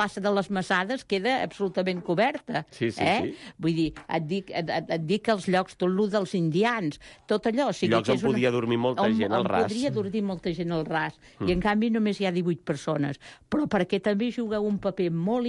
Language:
Catalan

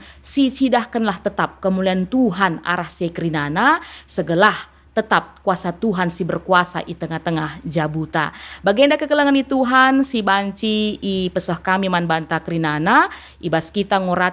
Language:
Batak Karo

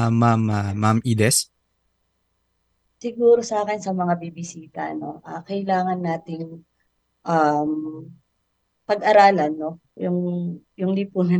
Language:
Filipino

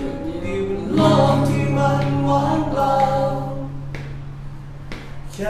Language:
Thai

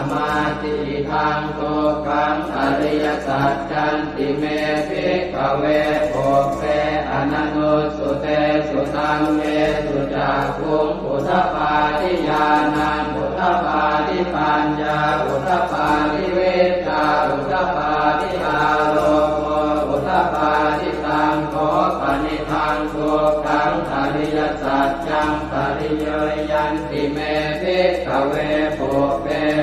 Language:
Pali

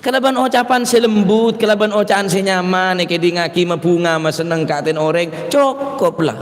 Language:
Madurese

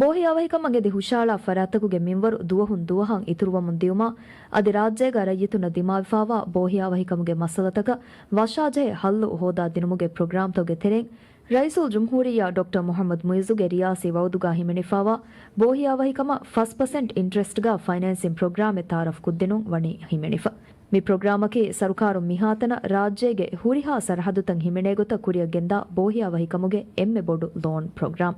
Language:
Divehi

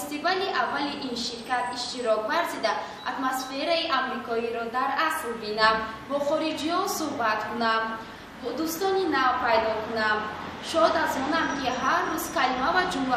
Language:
Tajik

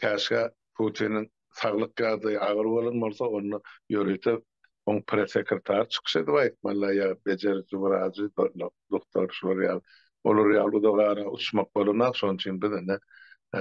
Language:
Turkmen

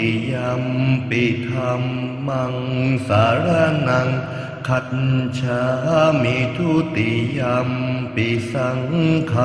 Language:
Pali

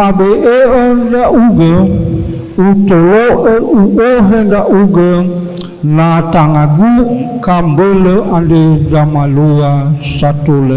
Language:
Nias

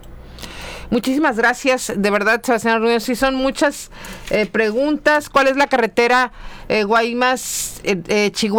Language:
Spanish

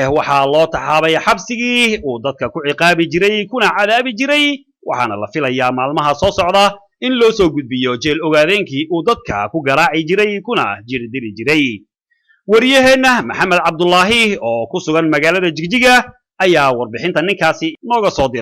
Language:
Somali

